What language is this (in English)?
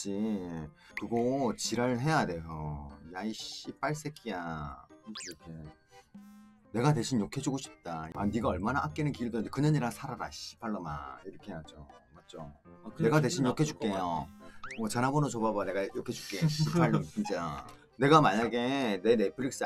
Korean